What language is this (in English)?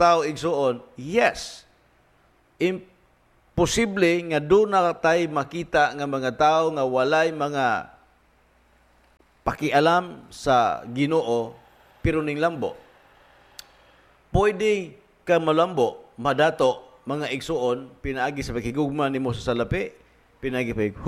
Cebuano